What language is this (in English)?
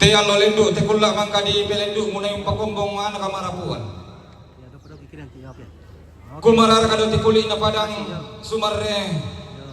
Toraja-Sa'dan